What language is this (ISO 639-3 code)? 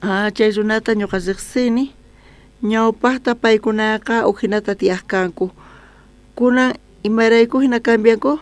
quh